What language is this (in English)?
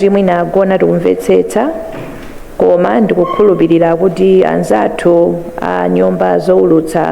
Nyanja